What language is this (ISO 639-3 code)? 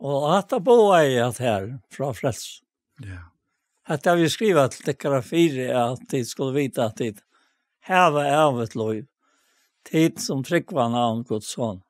fao